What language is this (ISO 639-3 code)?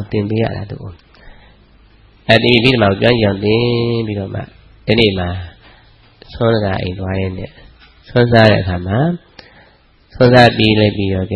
mya